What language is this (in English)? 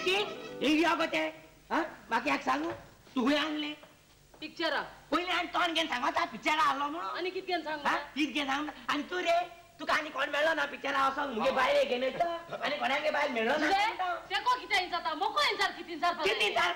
Konkani